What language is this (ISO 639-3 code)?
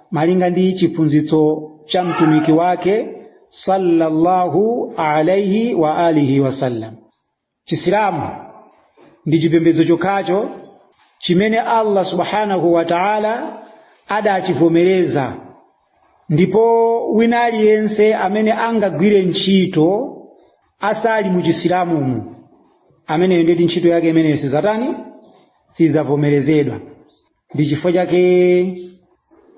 nya